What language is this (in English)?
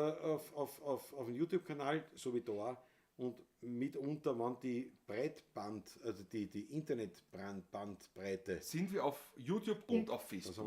Bavarian